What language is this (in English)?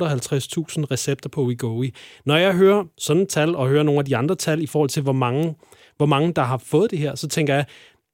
Danish